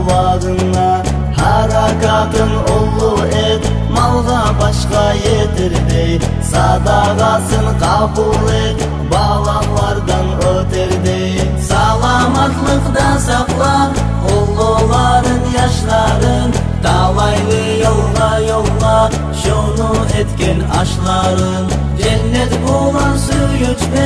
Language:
Kumyk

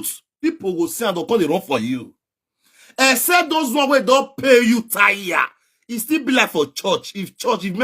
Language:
Nigerian Pidgin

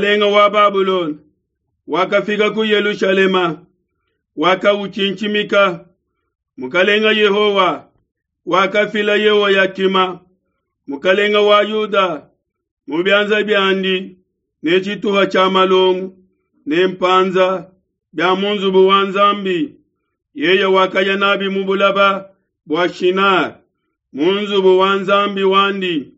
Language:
Luba-Lulua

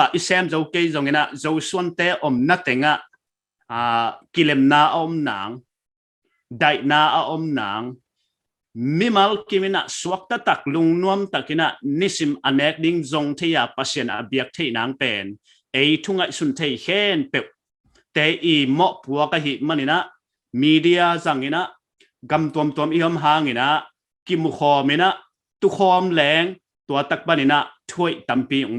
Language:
Paite Chin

